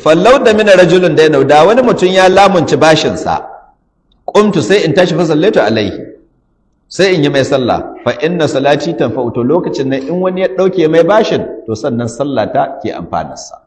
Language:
Hausa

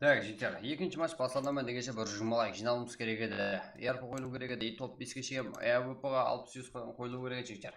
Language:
Kara-Kalpak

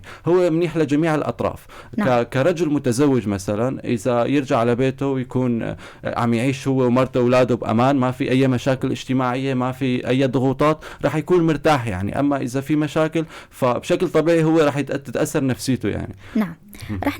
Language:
North Levantine Arabic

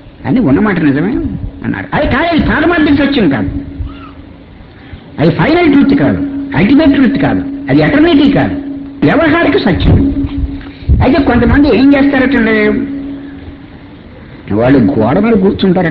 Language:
Telugu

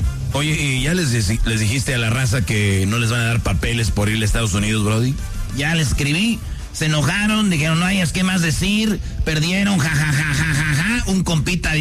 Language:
Spanish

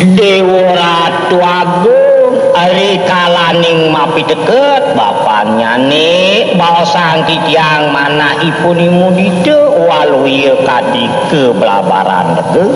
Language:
Balinese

